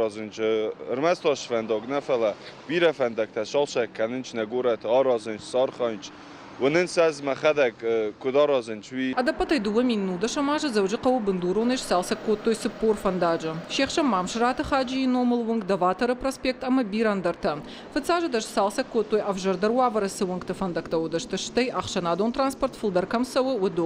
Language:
Ossetic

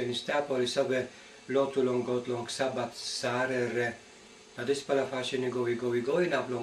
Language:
Tok Pisin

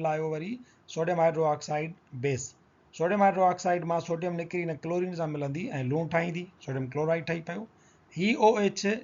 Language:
Sindhi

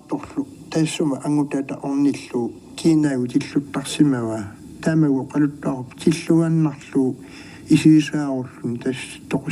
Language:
Kalaallisut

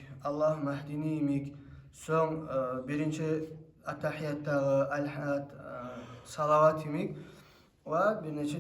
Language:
Kumyk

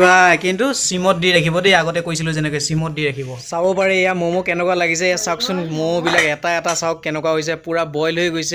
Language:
Assamese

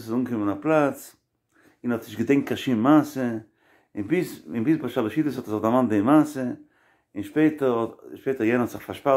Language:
Yiddish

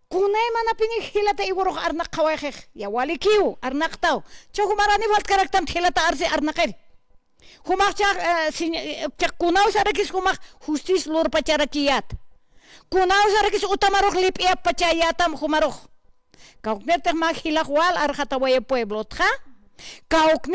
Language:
Aymara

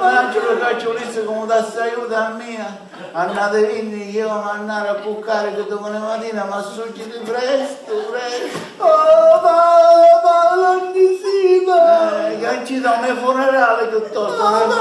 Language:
Sicilian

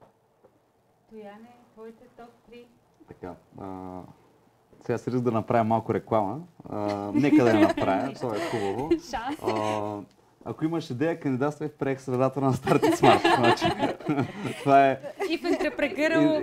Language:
Bulgarian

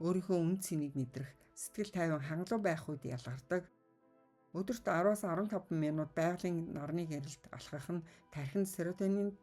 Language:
Mongolian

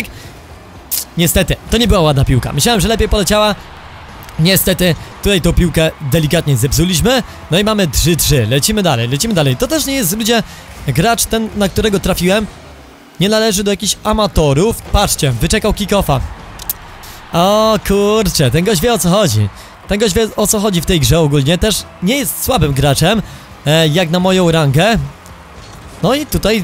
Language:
Polish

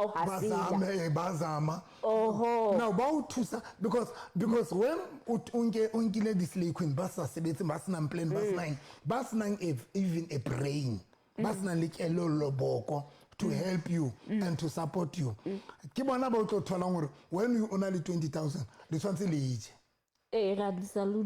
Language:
Southern Sotho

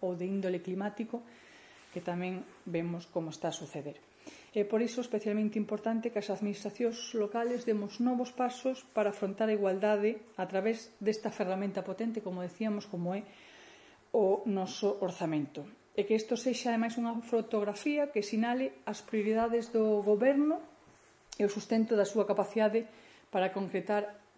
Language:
Galician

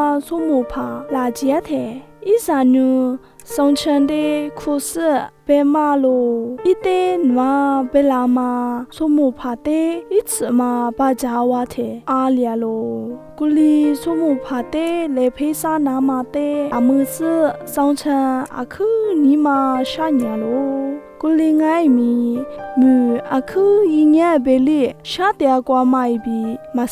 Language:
Lisu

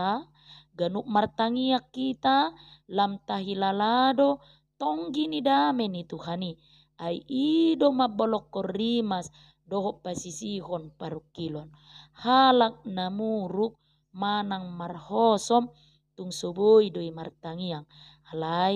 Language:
Batak Toba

